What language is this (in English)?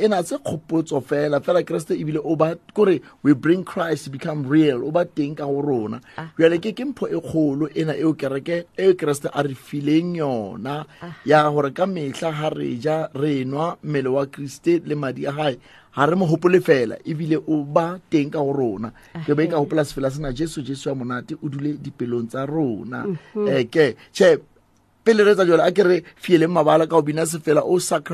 Southern Sotho